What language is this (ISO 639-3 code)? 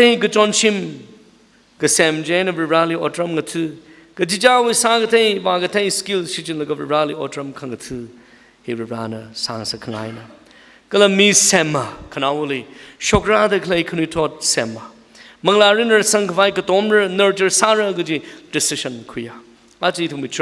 nmf